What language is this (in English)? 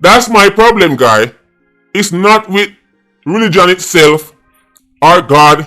Jamaican Creole English